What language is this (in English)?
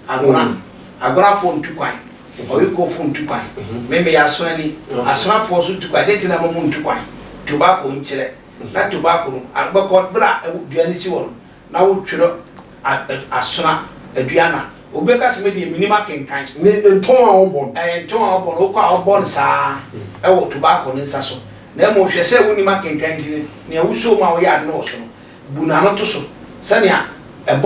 Akan